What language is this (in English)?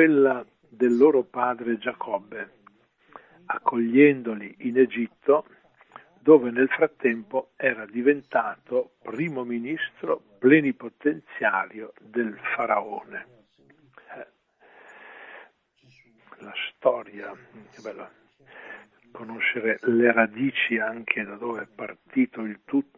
Italian